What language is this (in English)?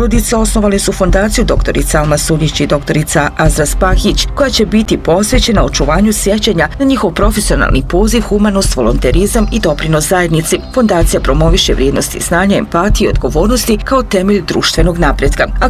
Bosnian